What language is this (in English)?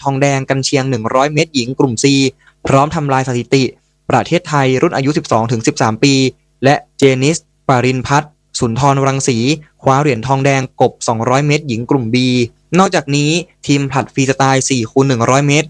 Thai